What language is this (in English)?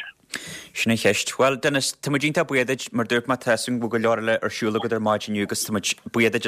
Irish